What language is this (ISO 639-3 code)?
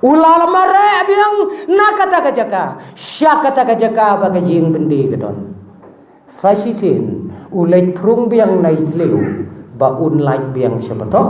kha